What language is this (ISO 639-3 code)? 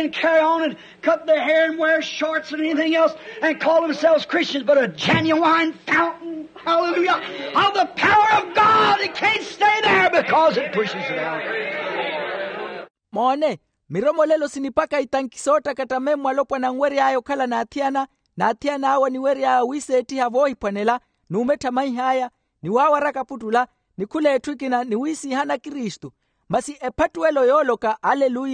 vmw